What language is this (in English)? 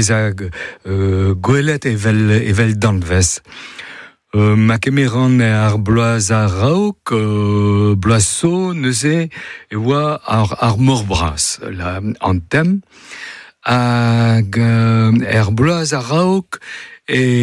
Breton